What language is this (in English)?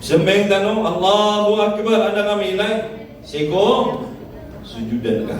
Maranao